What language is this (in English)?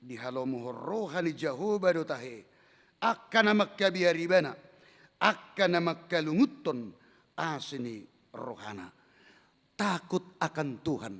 Batak Toba